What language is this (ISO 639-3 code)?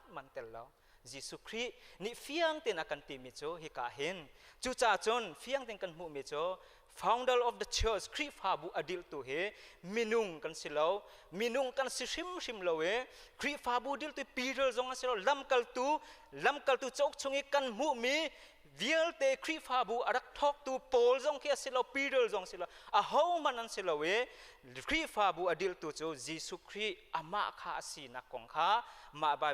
cnh